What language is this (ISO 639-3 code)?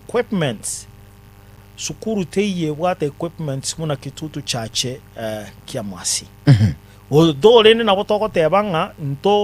guz